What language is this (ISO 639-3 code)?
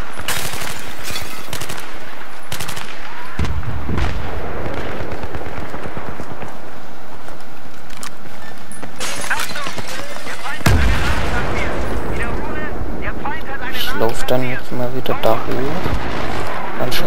deu